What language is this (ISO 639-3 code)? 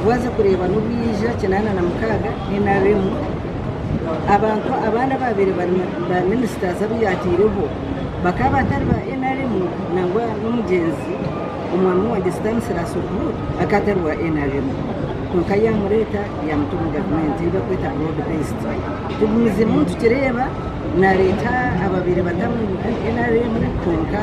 nyn